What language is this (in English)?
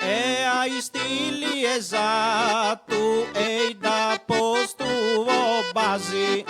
Sardinian